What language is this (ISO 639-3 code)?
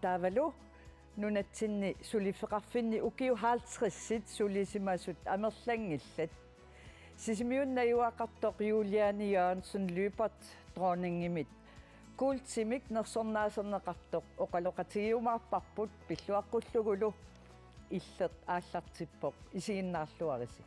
kal